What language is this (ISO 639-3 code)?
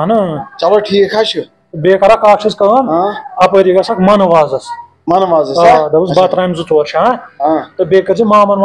kas